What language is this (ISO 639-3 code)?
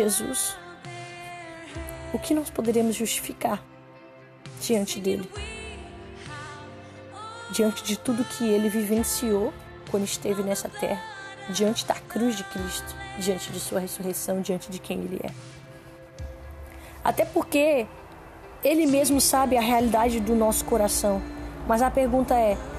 por